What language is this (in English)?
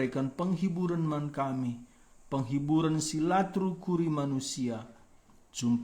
Batak Karo